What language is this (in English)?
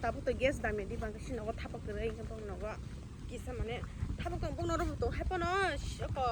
Kok Borok